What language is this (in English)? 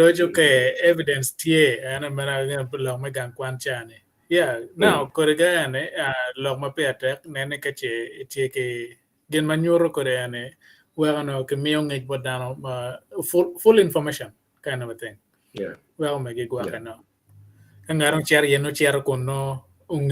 Acoli